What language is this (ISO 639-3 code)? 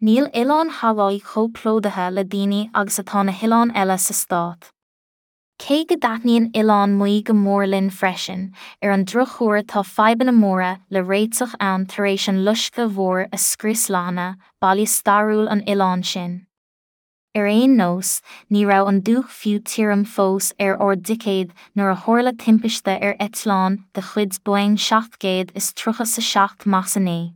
gle